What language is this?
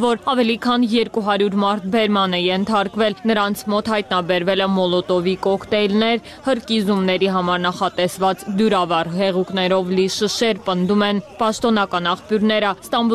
Armenian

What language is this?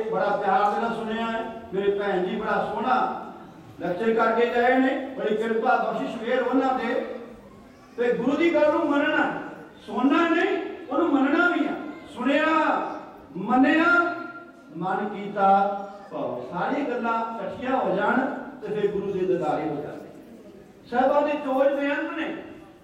Punjabi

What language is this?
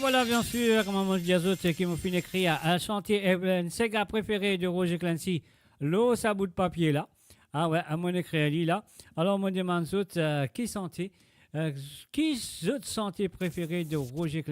Morisyen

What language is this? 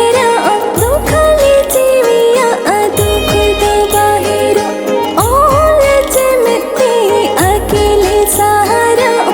Santali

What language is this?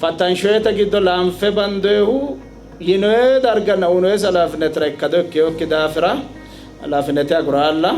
Sidamo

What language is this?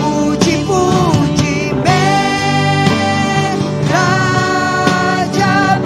Iban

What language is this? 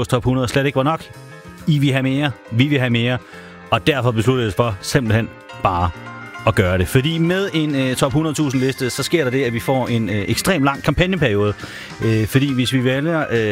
Danish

